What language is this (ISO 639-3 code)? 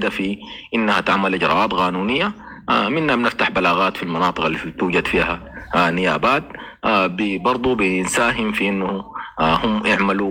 apd